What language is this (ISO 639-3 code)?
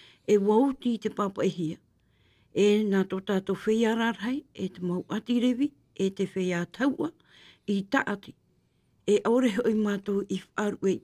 tah